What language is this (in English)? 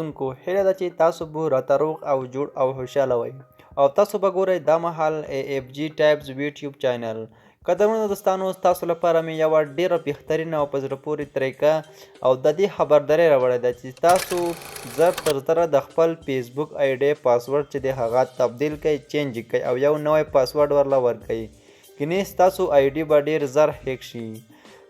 Pashto